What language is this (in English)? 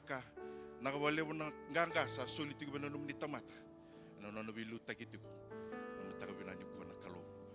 Fijian